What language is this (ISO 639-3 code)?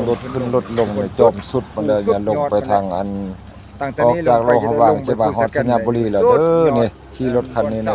lao